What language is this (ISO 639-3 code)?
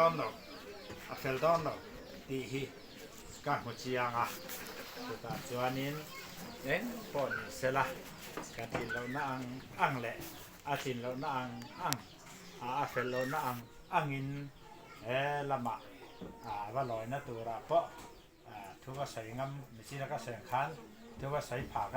lus